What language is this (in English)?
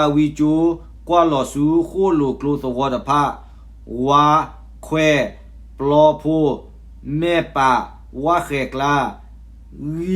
S'gaw Karen